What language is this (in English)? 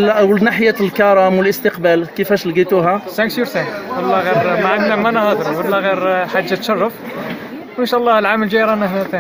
Algerian Arabic